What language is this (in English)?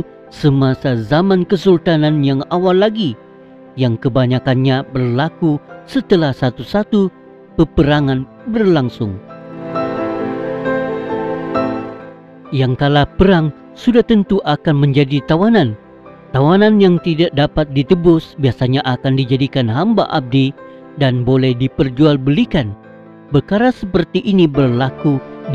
Malay